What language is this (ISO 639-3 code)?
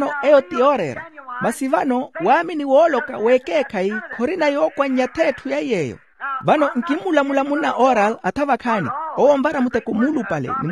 vmw